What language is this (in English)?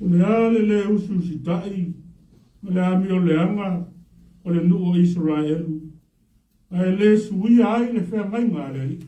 Samoan